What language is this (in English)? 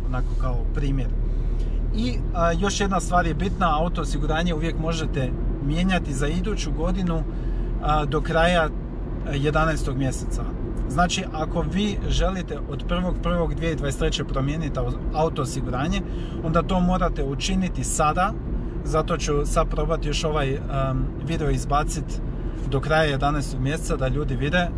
Croatian